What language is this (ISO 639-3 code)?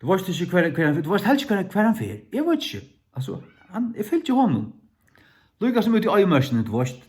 fao